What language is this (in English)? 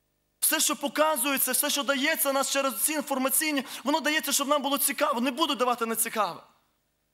Ukrainian